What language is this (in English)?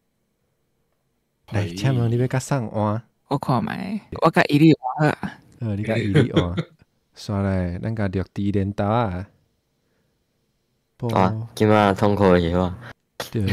Min Nan Chinese